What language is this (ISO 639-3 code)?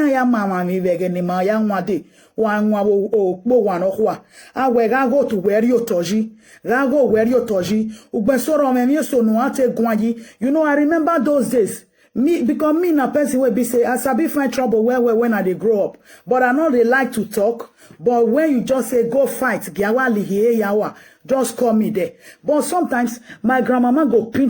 pcm